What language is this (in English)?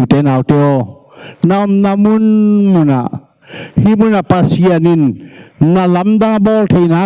Tedim Chin